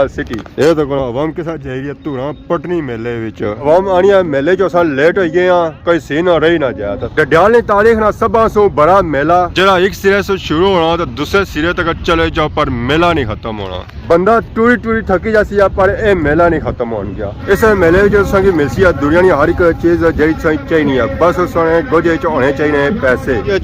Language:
Pahari-Potwari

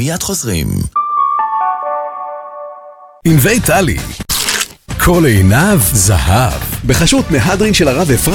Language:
Hebrew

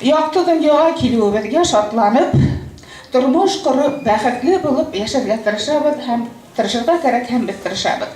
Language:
Bashkir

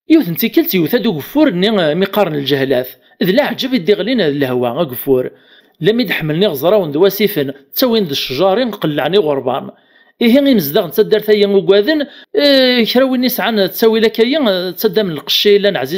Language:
Kabyle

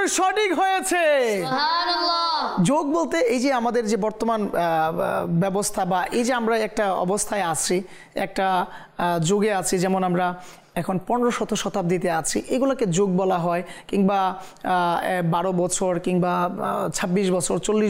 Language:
Bangla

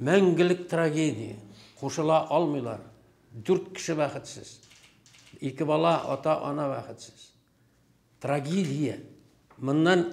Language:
Tatar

